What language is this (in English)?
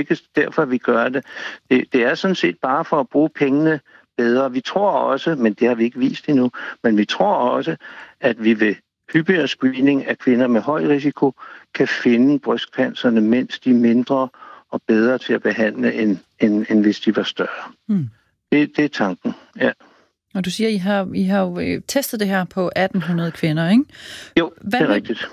Danish